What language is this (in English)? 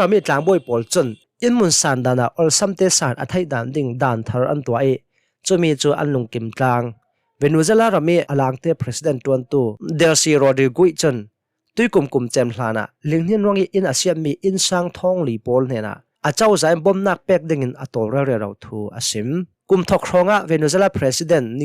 Hakha Chin